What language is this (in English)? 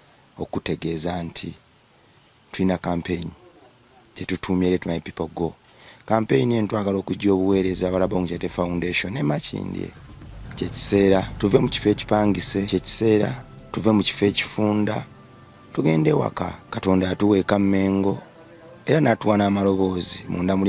Ganda